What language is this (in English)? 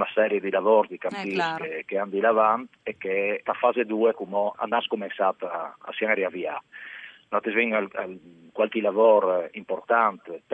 Friulian